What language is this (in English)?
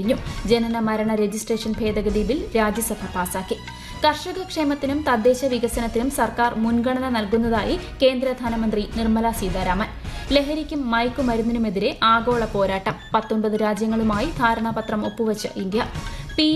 Malayalam